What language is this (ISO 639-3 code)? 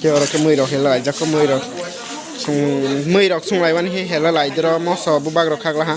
trp